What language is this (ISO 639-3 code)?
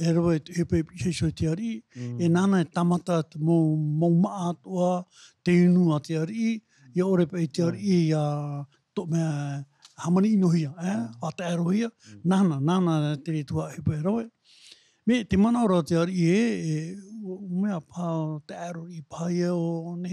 tah